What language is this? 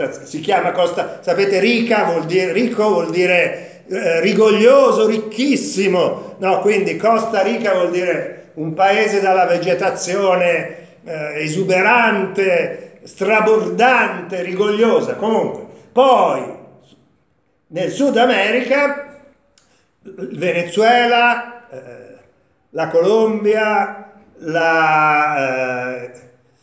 Italian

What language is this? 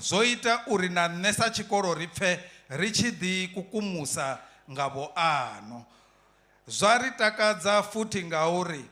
Venda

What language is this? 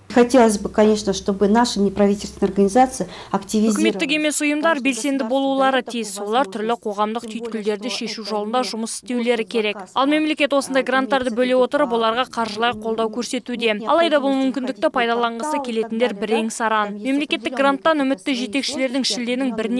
Kazakh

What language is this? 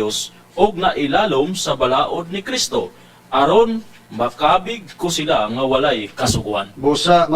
Cebuano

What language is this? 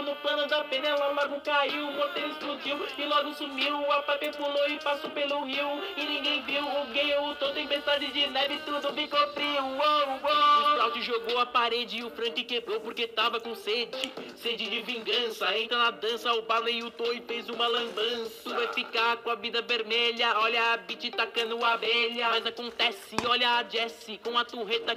Portuguese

